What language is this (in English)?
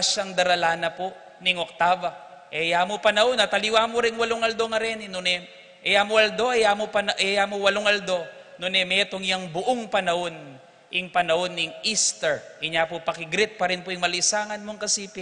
Pampanga